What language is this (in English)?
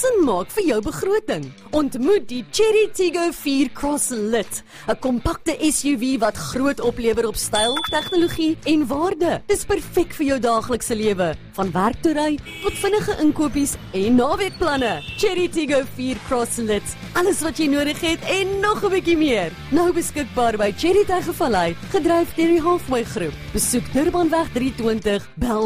Afrikaans